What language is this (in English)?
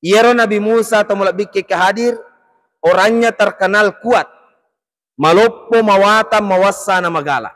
Buginese